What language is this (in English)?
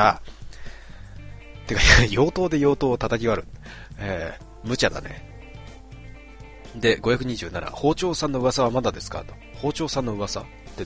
Japanese